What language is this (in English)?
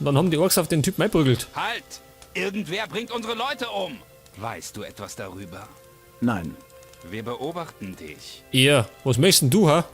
Bavarian